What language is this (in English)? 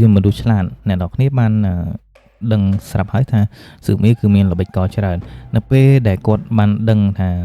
Khmer